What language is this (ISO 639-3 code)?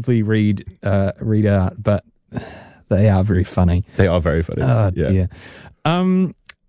eng